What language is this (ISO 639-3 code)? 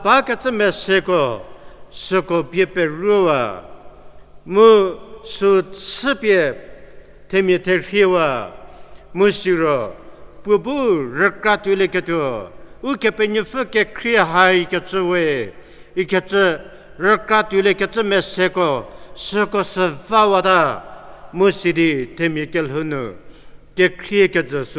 njm